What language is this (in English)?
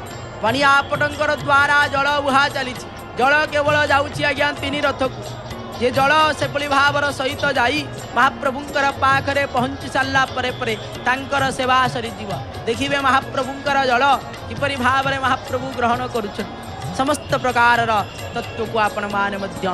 Odia